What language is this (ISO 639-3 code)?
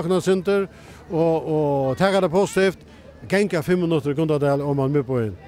fao